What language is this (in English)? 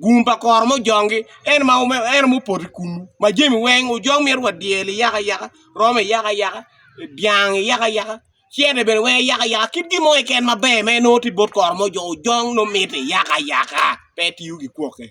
Acoli